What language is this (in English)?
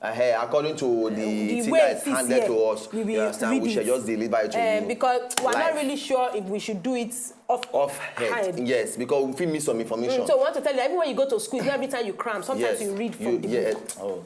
Nigerian Pidgin